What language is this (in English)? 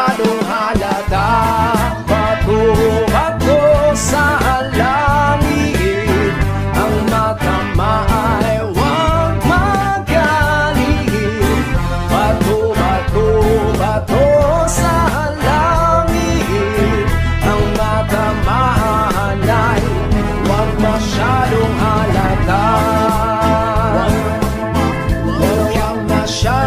Filipino